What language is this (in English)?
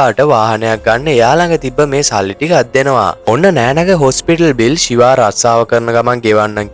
Sinhala